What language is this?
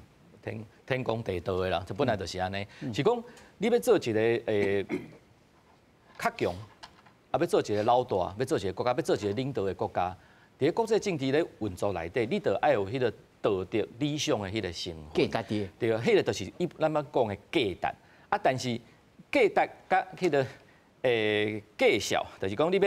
Min Nan Chinese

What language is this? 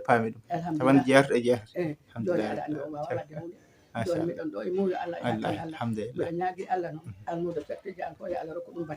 Fula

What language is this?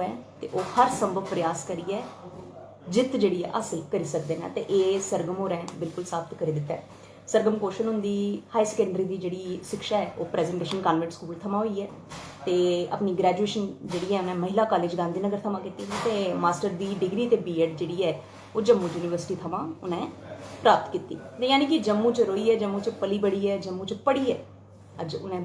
Dogri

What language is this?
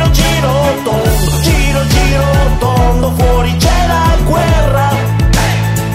Italian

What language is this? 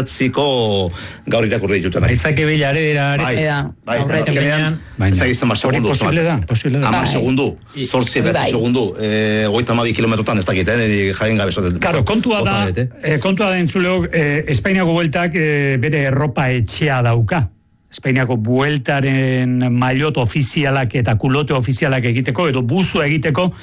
Basque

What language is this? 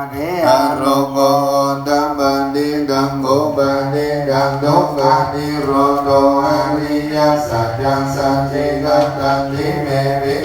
Pali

